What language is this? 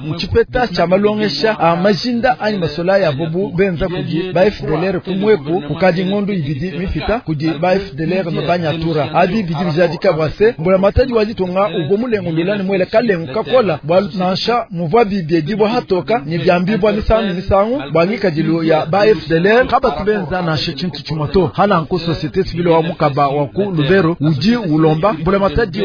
Luba-Lulua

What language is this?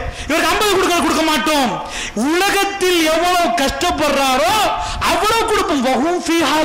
Tamil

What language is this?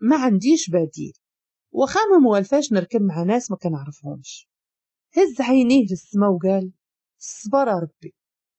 Moroccan Arabic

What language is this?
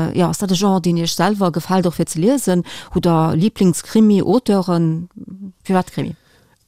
Luxembourgish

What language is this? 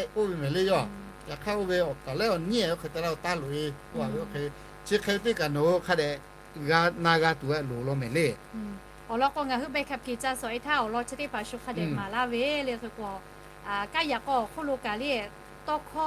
Lahu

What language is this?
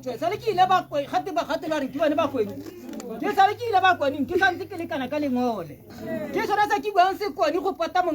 Tswana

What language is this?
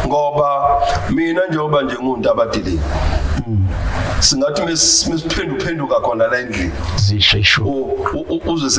Zulu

